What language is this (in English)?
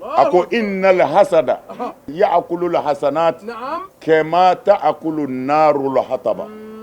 Bambara